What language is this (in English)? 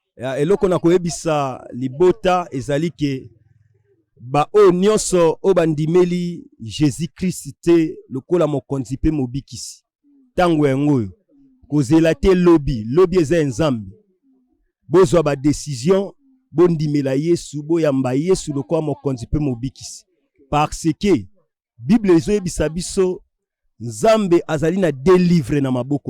Lingala